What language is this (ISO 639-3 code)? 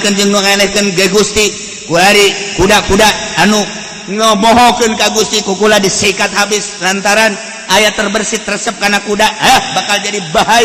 sun